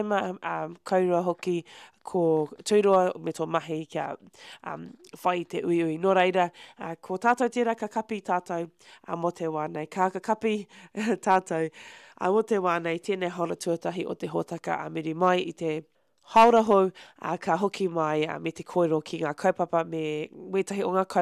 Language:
Māori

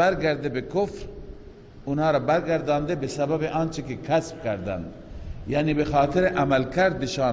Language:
Persian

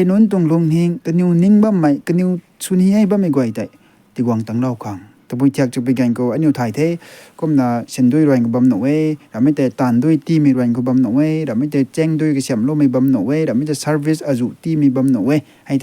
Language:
Rongmei Naga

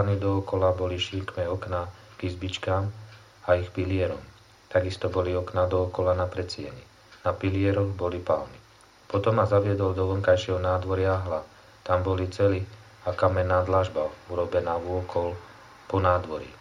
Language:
Slovak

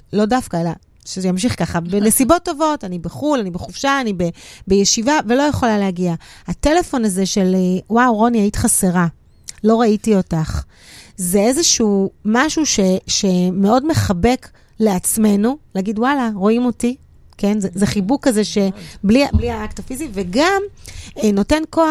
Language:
Hebrew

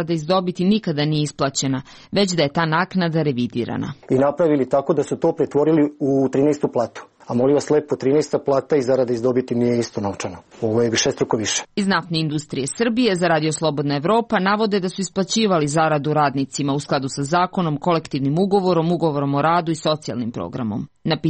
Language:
Serbian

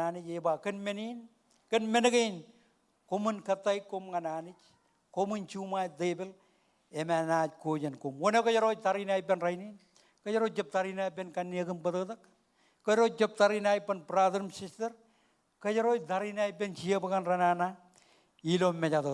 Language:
Marshallese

